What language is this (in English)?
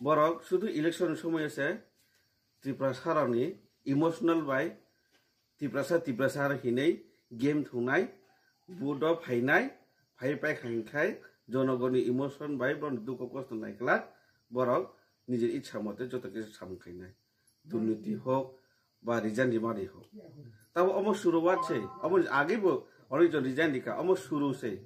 Kok Borok